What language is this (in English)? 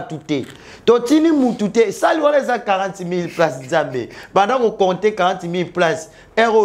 Lingala